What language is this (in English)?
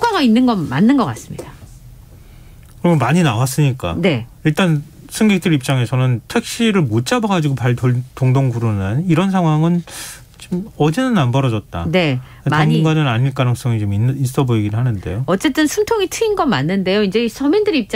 Korean